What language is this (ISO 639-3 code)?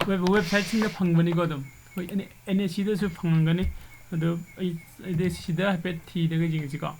mni